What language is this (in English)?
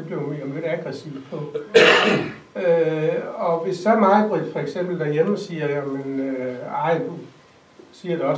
Danish